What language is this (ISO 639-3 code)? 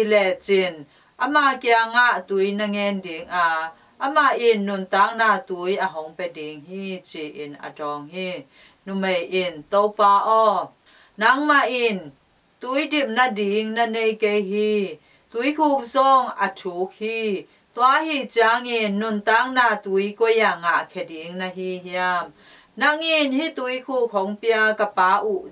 ctd